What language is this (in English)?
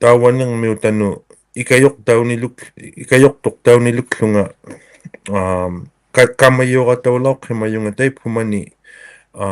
Inuktitut